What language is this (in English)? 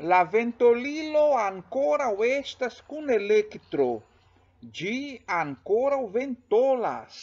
Esperanto